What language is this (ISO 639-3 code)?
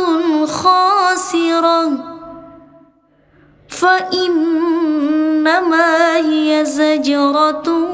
ara